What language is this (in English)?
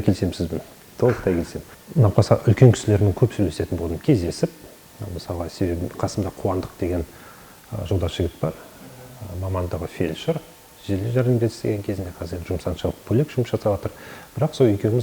Kazakh